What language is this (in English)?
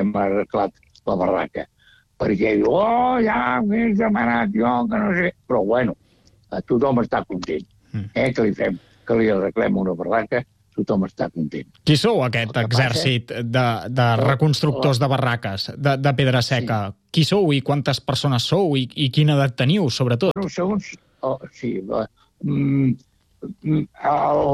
Catalan